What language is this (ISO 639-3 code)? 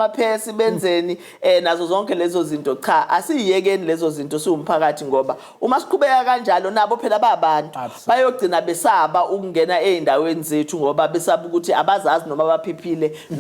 zul